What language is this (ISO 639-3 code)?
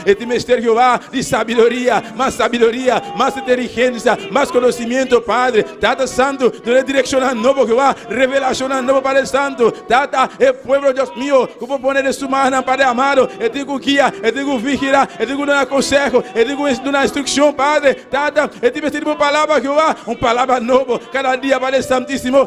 pap